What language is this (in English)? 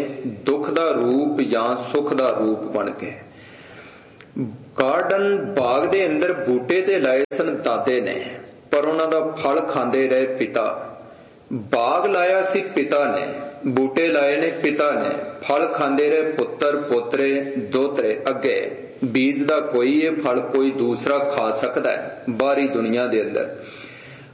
Punjabi